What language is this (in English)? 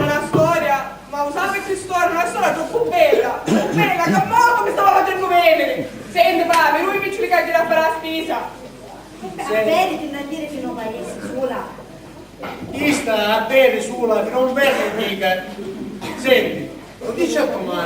Sicilian